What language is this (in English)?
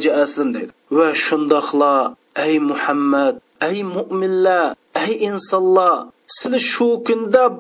Uyghur